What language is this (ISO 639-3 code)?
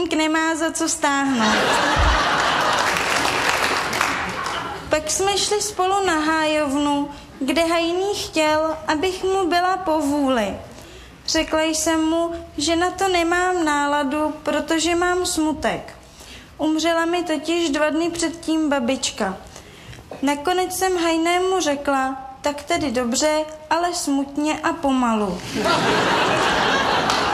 ces